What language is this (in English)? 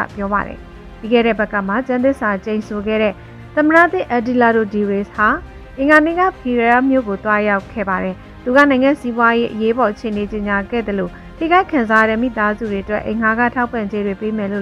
Burmese